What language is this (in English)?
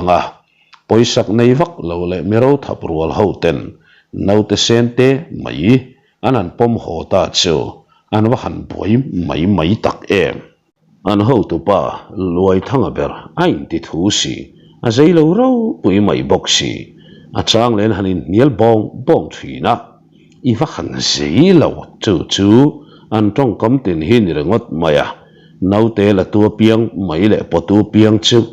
Mizo